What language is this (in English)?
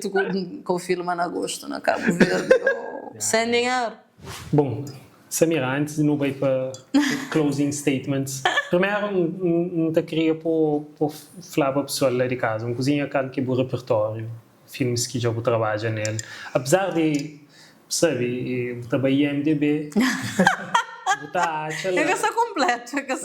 Kabuverdianu